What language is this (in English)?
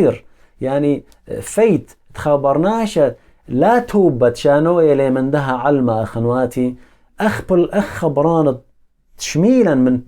Assyrian Neo-Aramaic